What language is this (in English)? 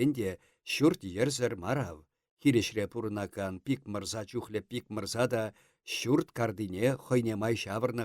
Chuvash